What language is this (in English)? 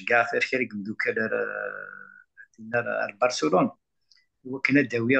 Kabyle